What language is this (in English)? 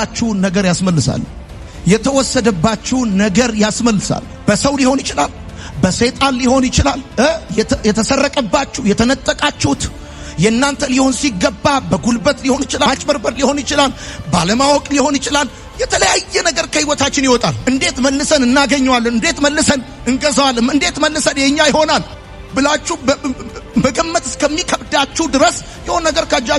Amharic